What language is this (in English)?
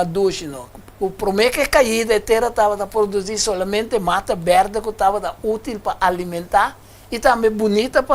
Papiamento